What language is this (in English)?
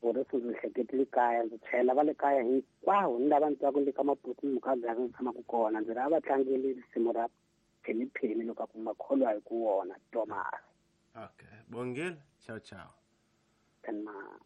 Tsonga